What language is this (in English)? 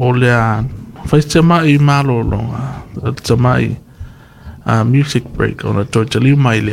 Samoan